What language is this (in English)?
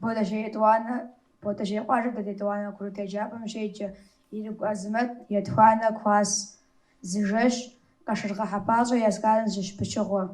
Kabardian